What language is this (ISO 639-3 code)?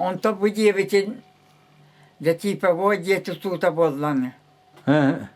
sah